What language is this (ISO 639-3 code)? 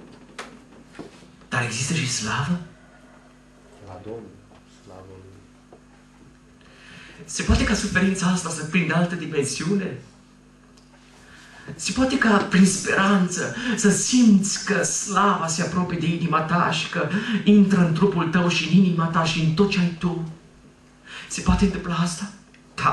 ron